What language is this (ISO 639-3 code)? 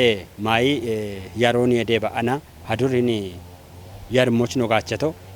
kbr